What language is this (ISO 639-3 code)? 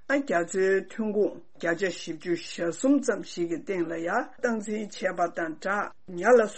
bod